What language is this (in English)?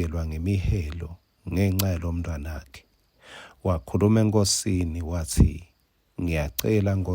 Swati